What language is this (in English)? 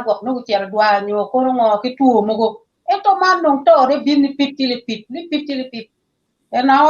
Acoli